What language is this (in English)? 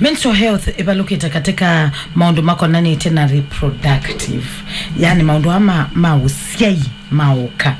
Kamba